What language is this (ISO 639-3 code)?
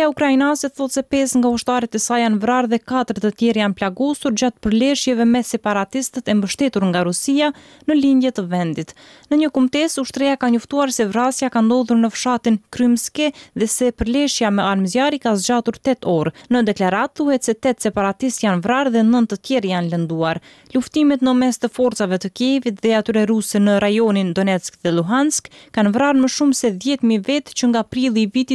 sqi